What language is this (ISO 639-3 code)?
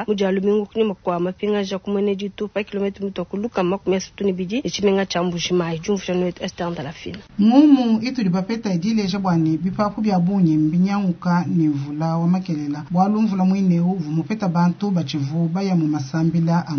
lua